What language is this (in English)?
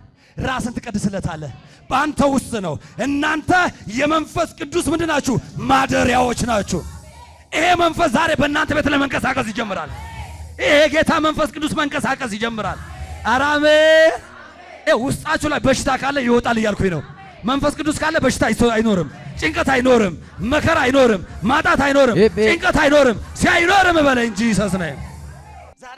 Amharic